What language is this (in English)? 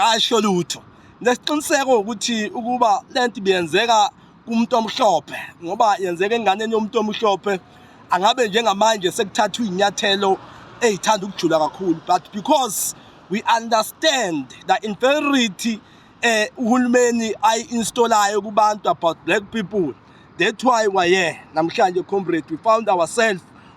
Zulu